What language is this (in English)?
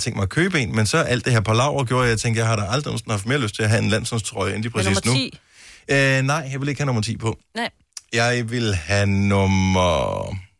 Danish